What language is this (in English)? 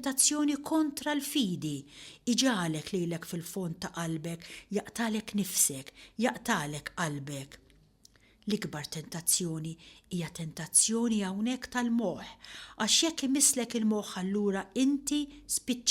Maltese